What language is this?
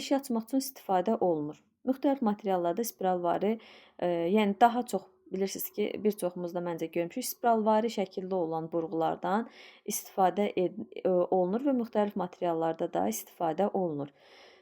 Azerbaijani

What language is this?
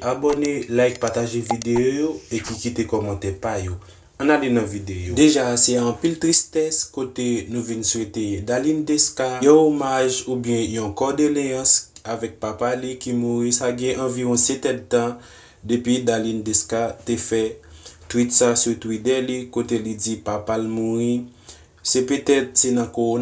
Haitian Creole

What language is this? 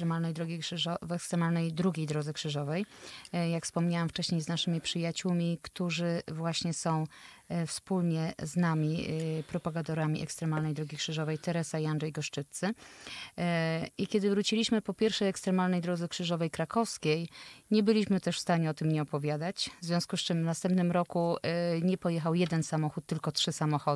Polish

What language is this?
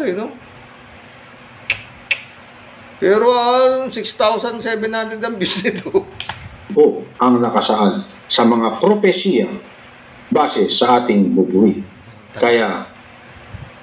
Filipino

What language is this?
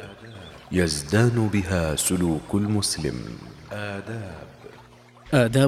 Arabic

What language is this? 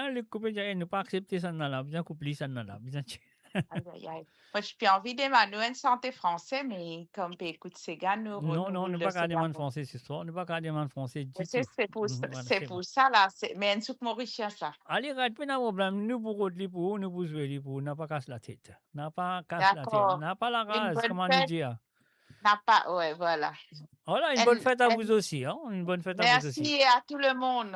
Morisyen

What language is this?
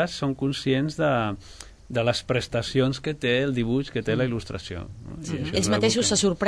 Catalan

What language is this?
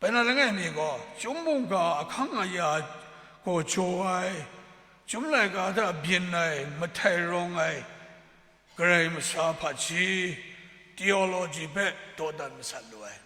Kachin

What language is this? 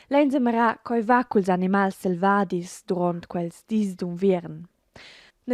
Romansh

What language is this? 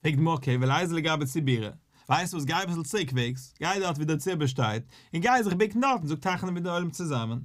Yiddish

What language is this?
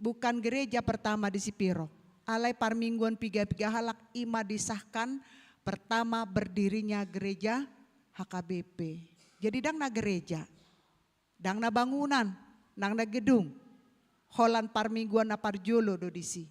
Batak Toba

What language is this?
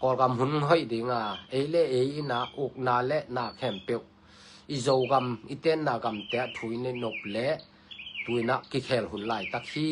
Tedim Chin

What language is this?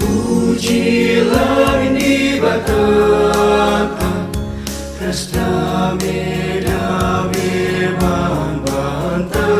Batak Karo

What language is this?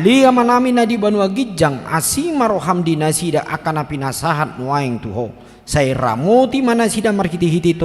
Batak Toba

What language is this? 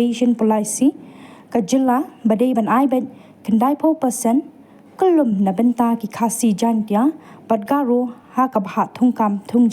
Khasi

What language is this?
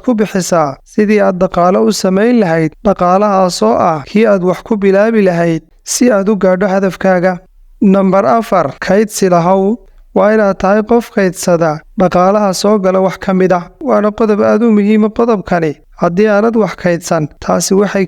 Somali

